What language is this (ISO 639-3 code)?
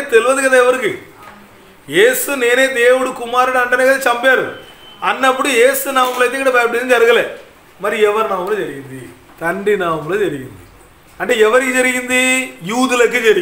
tel